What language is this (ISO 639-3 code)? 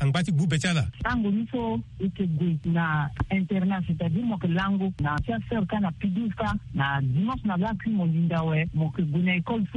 sag